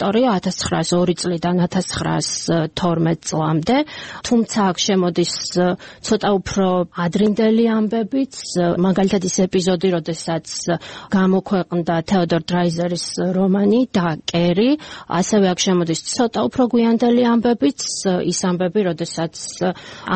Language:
Georgian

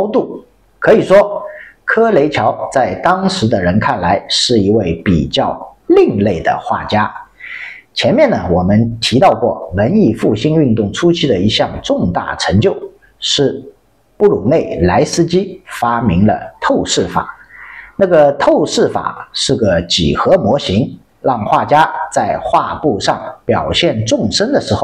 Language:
Chinese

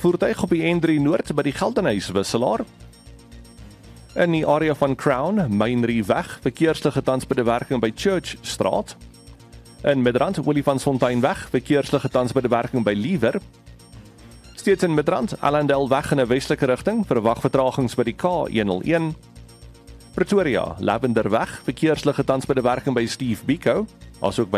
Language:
Afrikaans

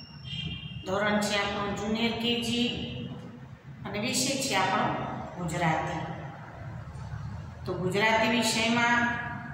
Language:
Gujarati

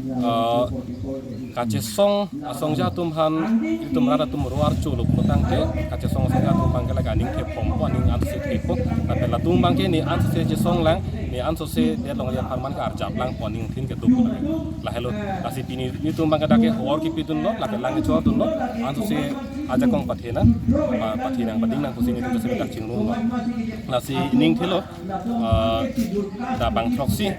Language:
Karbi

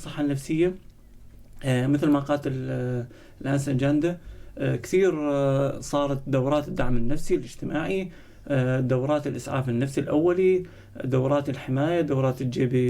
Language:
North Levantine Arabic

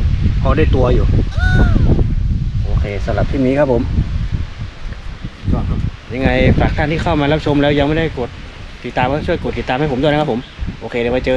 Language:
Thai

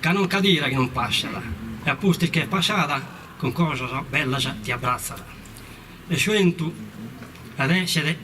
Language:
Sardinian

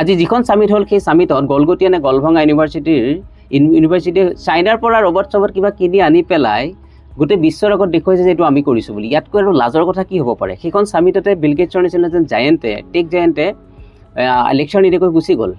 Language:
Assamese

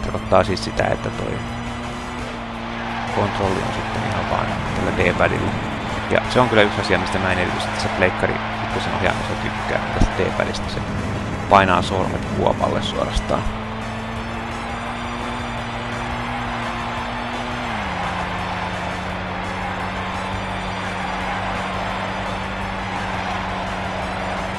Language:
Finnish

